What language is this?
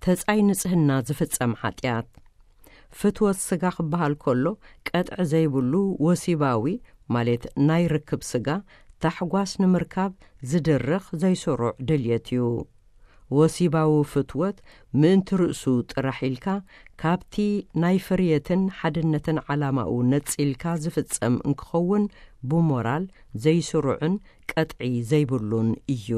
Tigrinya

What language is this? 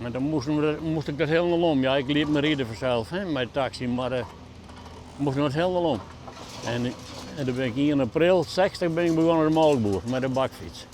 Western Frisian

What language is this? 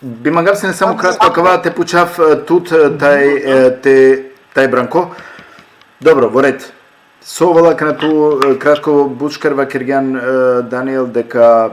Balkan Romani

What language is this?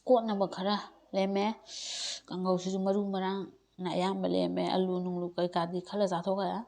Manipuri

